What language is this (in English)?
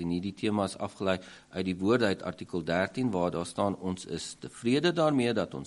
Afrikaans